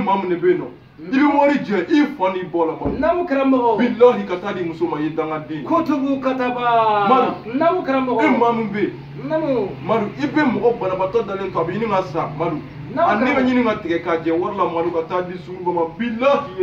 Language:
Bambara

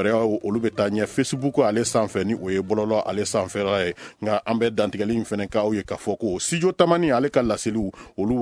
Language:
Bambara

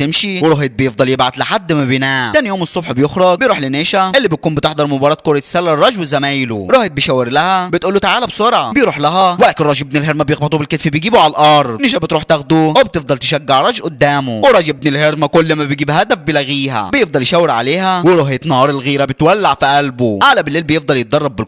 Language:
Egyptian Arabic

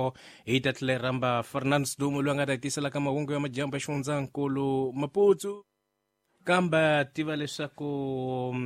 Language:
Tsonga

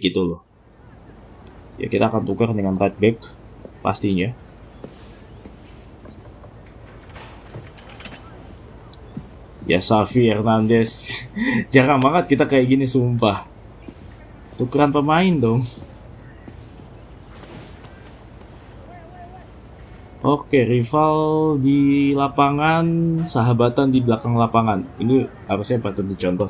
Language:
Indonesian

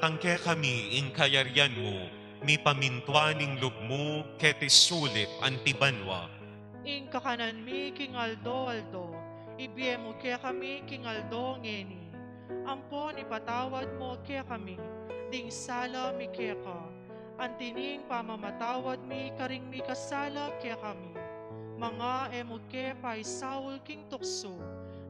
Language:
Pampanga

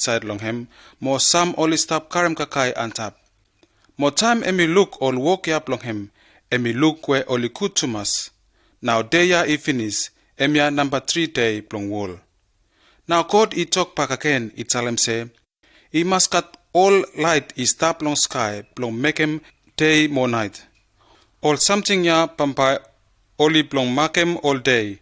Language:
Bislama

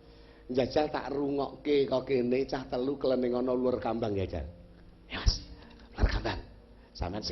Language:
Javanese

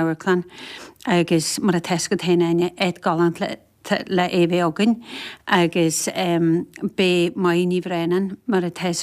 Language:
Irish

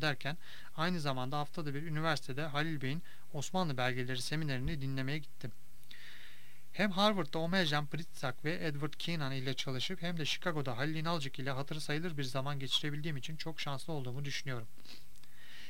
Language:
Turkish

